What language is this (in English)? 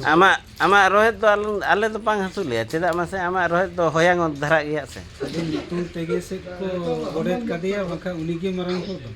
Santali